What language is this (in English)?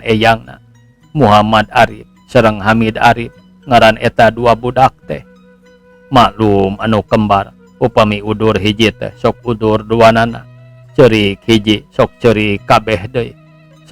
Sundanese